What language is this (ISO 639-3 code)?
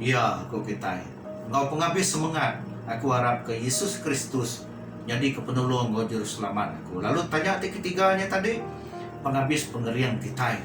iba